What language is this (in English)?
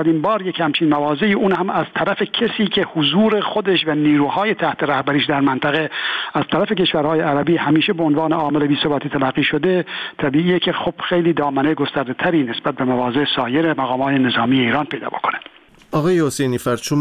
Persian